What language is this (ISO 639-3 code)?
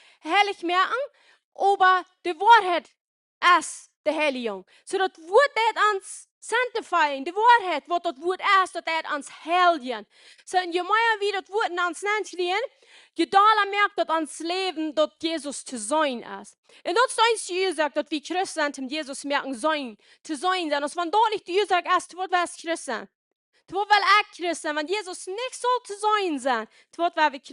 pdt